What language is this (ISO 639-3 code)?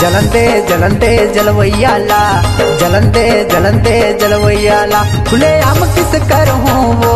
hne